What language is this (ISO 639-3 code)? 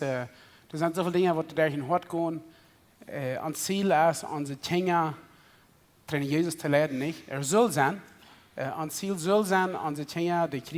pdt